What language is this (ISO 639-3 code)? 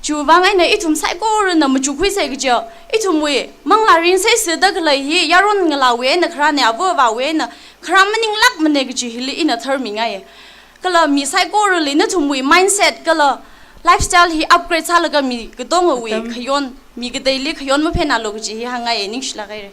nmf